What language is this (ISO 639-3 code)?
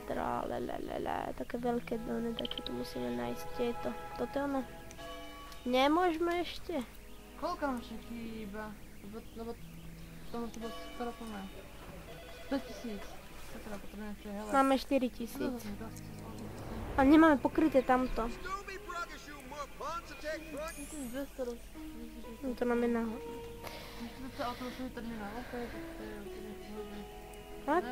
slk